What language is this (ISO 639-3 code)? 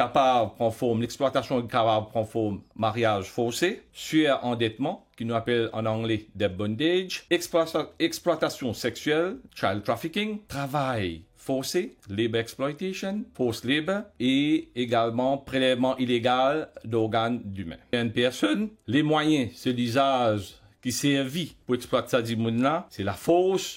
mfe